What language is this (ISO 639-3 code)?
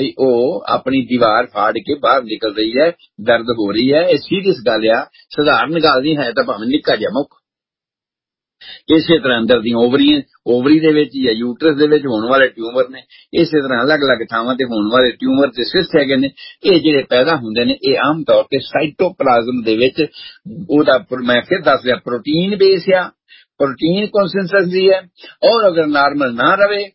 pan